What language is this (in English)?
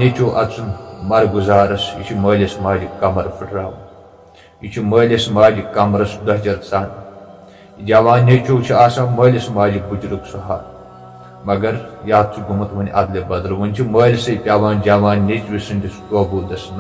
Kashmiri